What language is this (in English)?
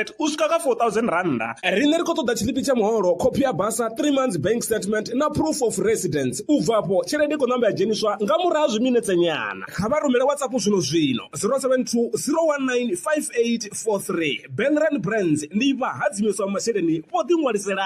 Venda